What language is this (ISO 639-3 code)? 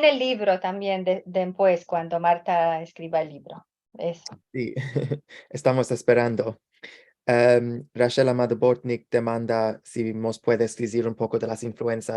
lad